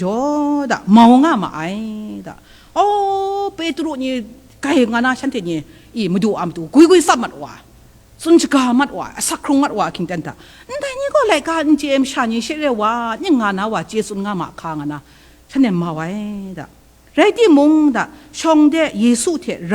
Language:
Kachin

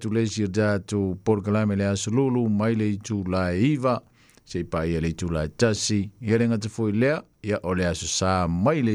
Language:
Samoan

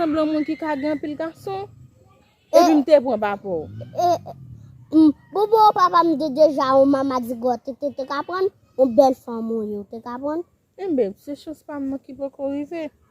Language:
Haitian Creole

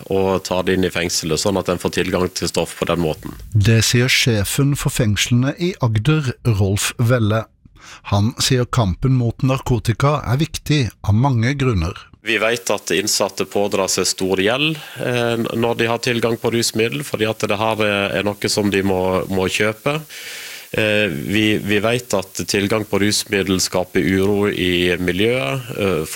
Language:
Norwegian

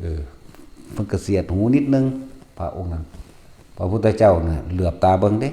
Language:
Northeastern Thai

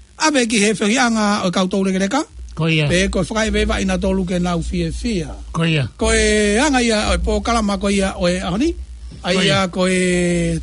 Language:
Tongan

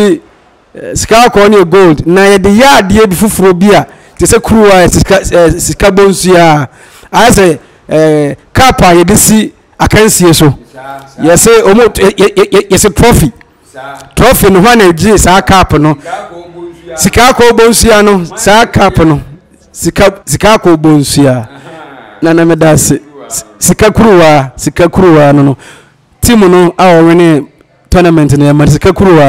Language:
Akan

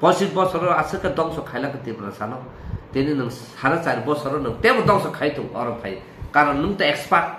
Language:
Kok Borok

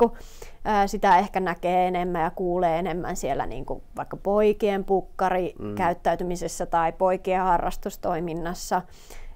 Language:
Finnish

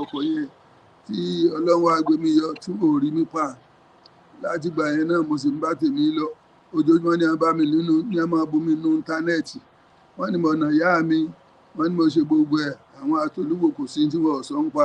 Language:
Yoruba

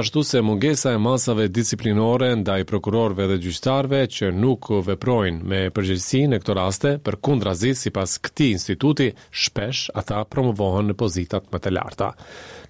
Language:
Albanian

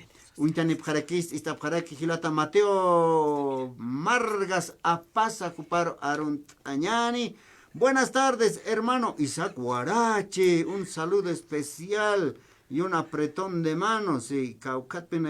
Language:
Aymara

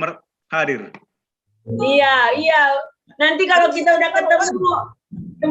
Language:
Batak Simalungun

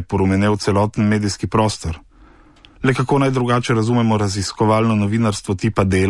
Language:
Slovenian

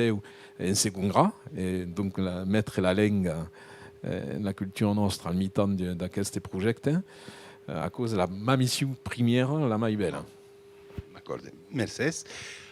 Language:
Occitan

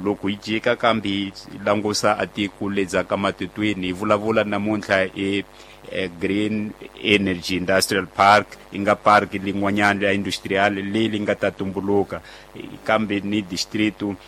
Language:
Tsonga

